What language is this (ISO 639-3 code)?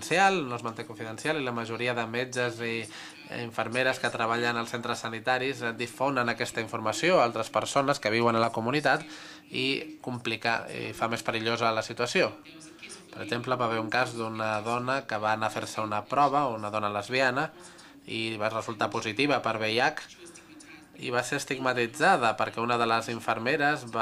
cat